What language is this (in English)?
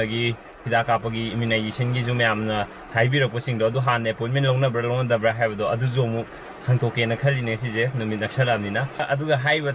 Manipuri